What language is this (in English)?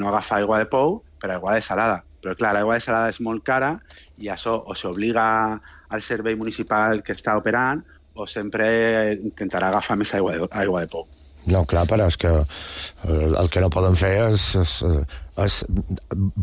Catalan